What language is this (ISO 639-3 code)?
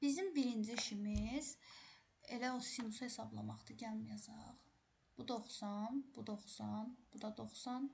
aze